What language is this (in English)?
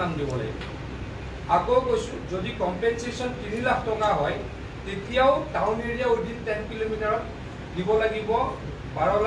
Assamese